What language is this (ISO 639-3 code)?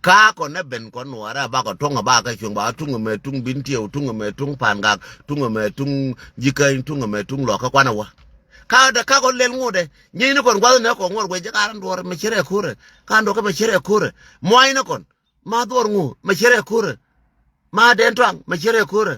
nus